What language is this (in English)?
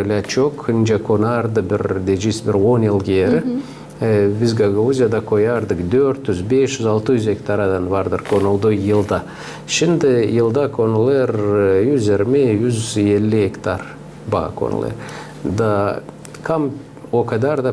Gagauz